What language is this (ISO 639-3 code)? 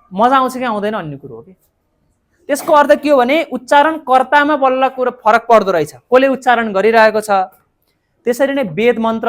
nep